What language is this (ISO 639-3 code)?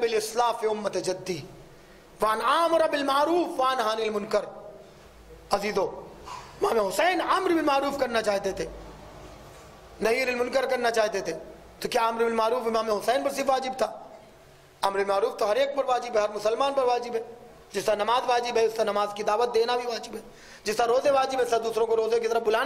urd